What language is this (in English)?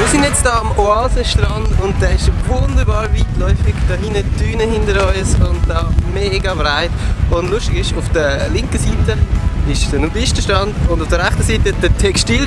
Swiss German